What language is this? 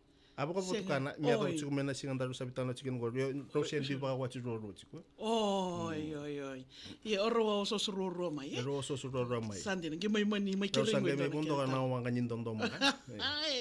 Fijian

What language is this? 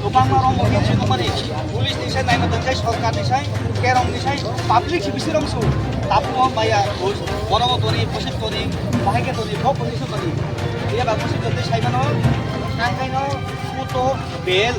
Kok Borok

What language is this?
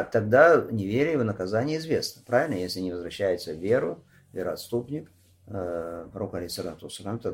Russian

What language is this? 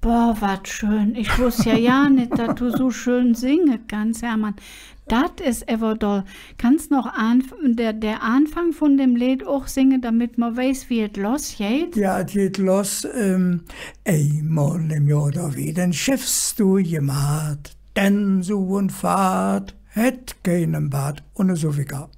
Colognian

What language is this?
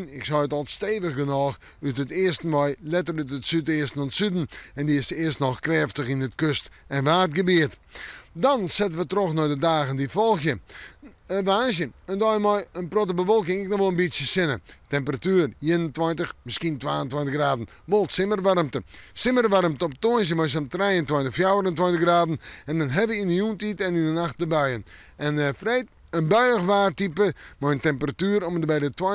Western Frisian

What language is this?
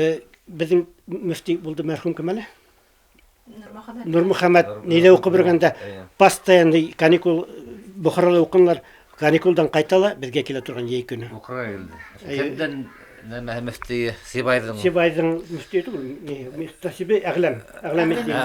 Bashkir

